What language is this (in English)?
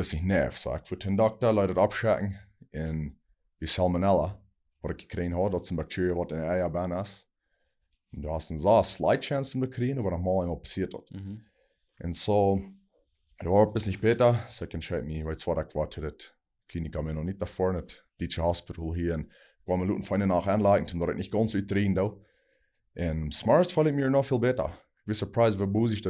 Plautdietsch